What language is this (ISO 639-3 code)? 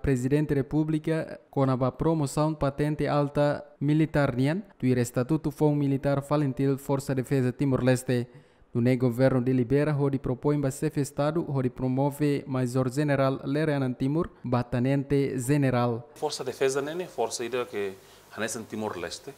tet